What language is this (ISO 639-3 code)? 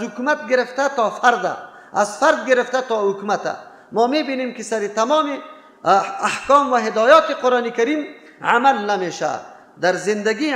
fas